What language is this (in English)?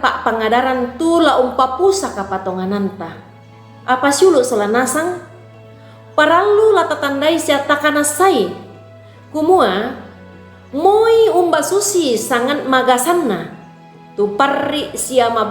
Toraja-Sa'dan